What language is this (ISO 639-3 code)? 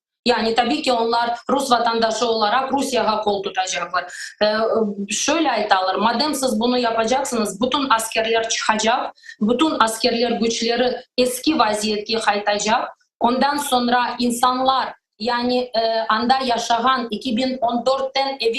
crh